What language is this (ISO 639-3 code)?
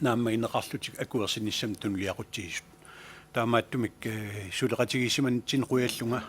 kal